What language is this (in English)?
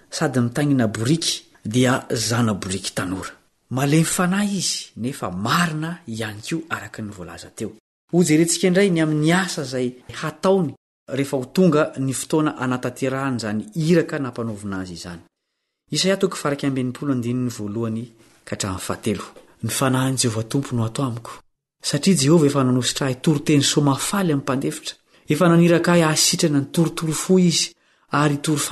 Malagasy